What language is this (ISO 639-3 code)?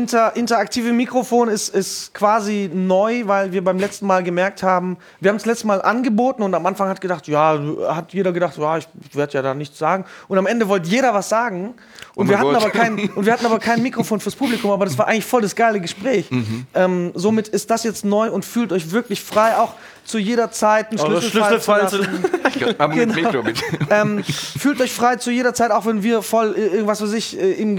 deu